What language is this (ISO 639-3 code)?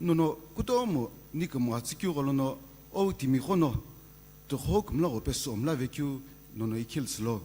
nsm